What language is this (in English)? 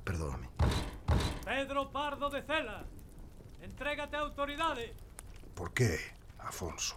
Galician